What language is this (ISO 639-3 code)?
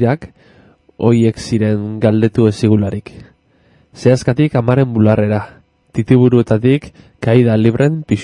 eus